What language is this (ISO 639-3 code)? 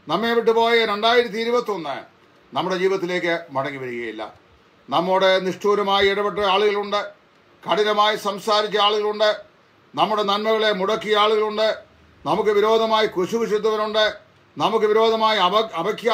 mal